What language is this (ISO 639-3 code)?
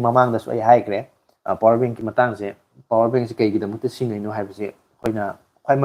mni